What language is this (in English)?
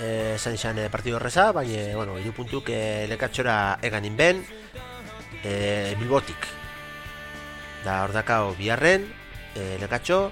Basque